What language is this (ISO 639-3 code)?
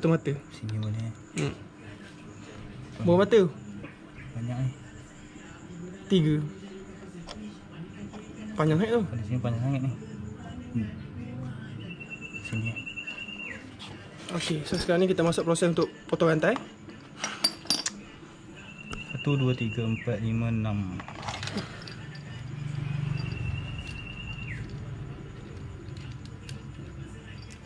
msa